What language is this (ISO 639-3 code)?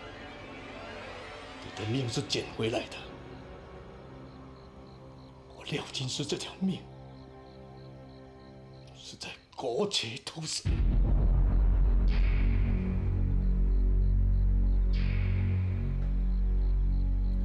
zho